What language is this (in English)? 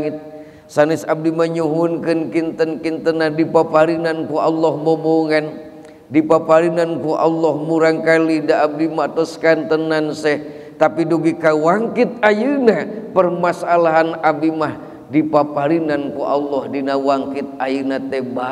Sundanese